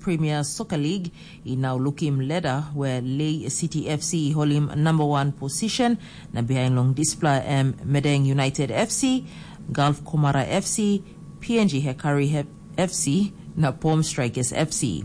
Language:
Tok Pisin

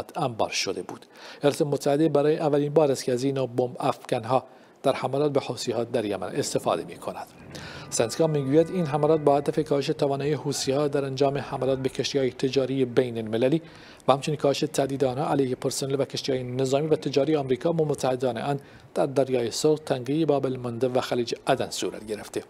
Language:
Persian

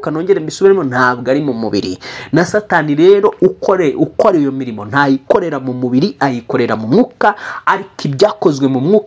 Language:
Kinyarwanda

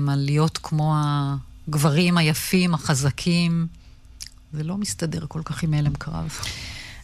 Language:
Hebrew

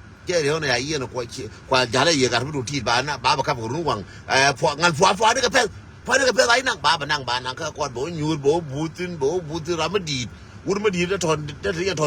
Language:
Nuer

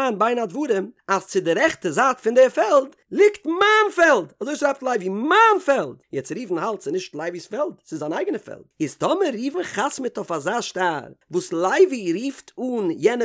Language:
Yiddish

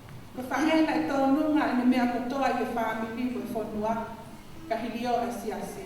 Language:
Tongan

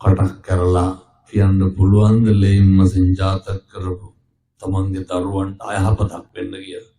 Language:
Sinhala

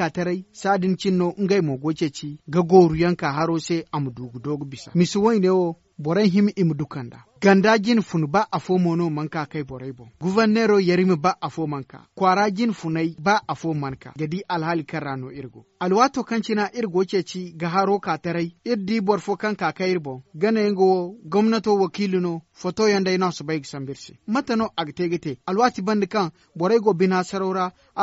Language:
Zarma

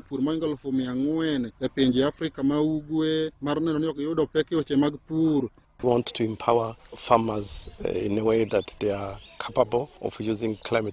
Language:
Luo (Kenya and Tanzania)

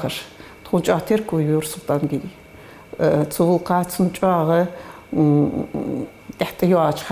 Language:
Ingush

